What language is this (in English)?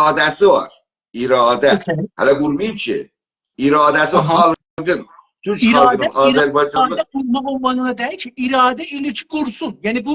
South Azerbaijani